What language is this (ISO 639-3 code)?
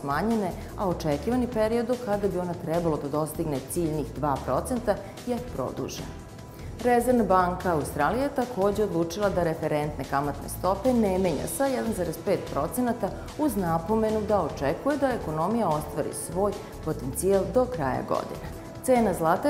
srp